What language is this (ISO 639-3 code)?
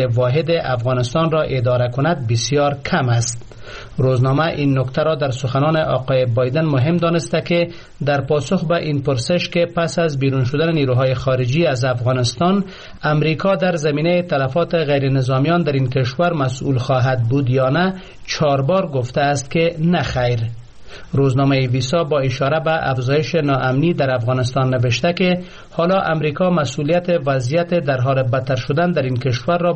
fas